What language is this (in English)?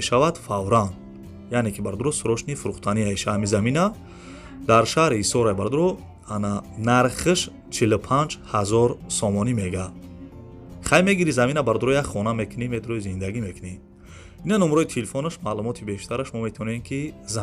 Tajik